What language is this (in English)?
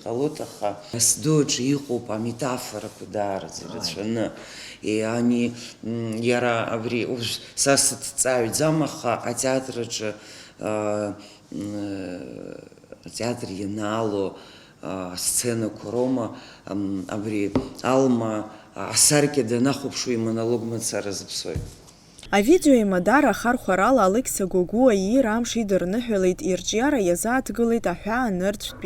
Abkhazian